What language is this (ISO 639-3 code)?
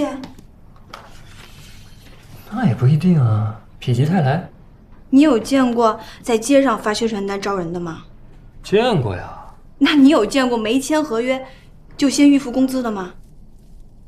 zho